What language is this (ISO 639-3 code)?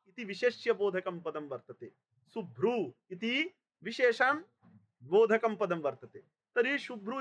san